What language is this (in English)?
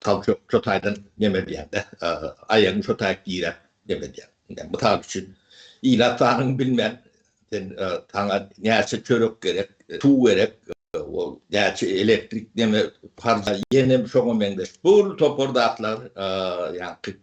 Turkmen